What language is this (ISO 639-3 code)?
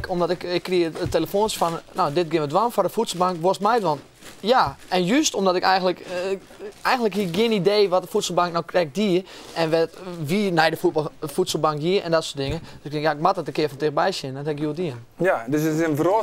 fry